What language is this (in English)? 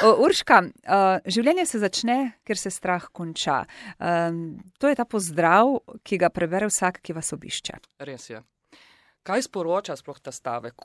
Slovenian